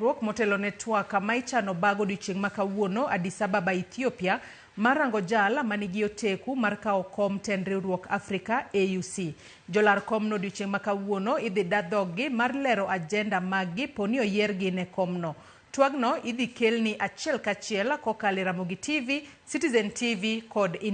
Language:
Luo (Kenya and Tanzania)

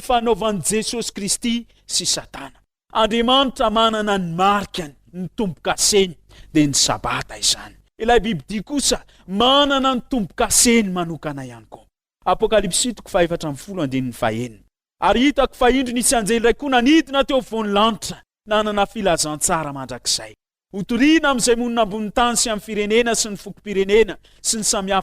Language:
Malagasy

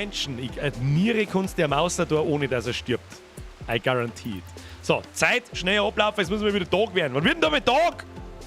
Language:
Bavarian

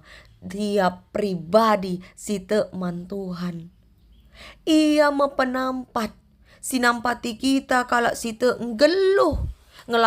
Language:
Batak Karo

